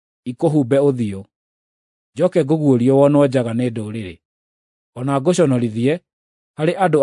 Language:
Kikuyu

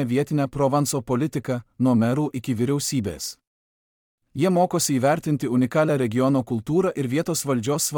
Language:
Lithuanian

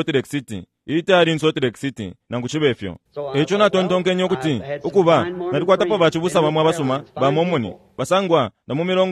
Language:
Bemba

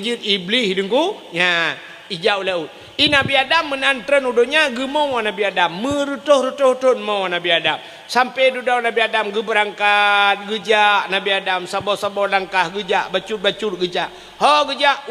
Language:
Achinese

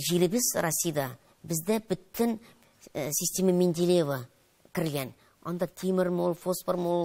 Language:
Tatar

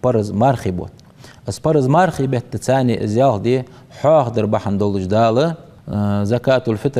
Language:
Ingush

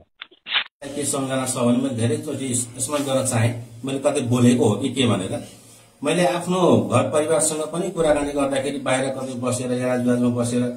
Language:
Nepali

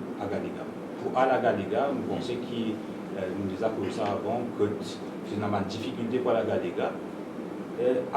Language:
Morisyen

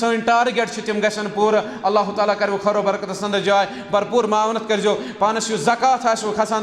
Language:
Kashmiri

